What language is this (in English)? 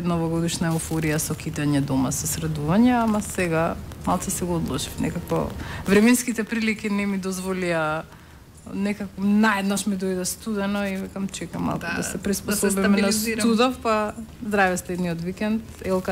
Macedonian